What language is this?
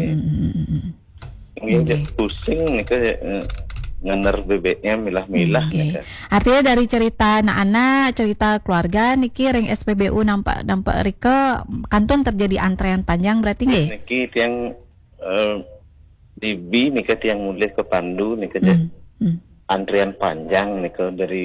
Balinese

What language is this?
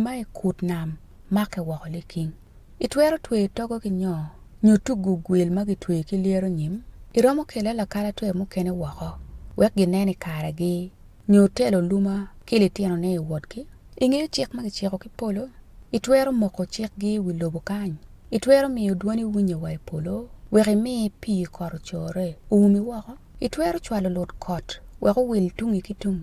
Acoli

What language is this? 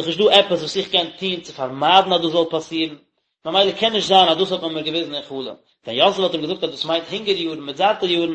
Yiddish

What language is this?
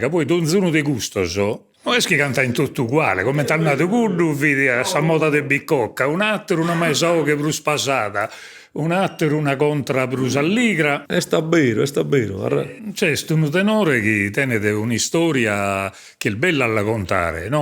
Sardinian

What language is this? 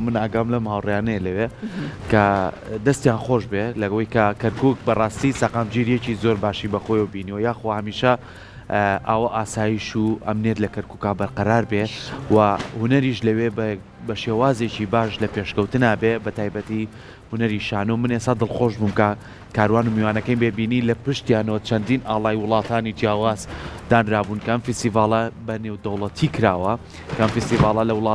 Central Kurdish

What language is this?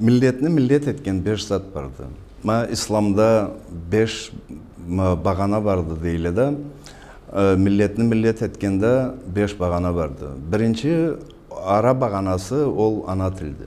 Karachay-Balkar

